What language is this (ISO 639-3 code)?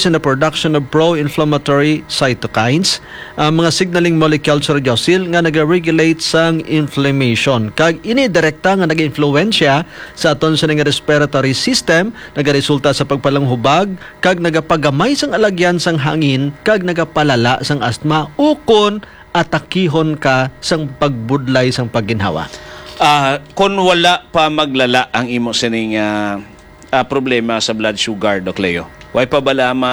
hil